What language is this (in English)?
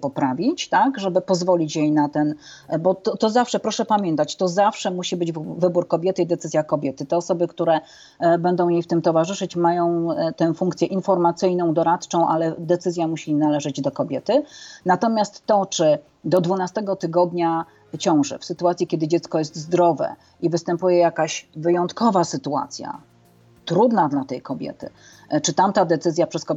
Polish